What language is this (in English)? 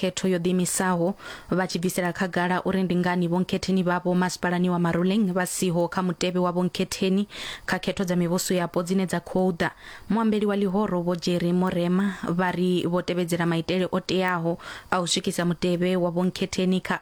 Venda